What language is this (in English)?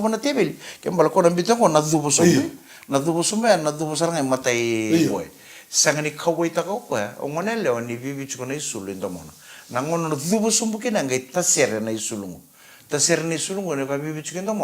Fijian